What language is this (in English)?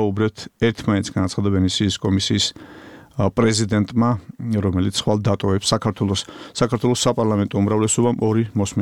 Georgian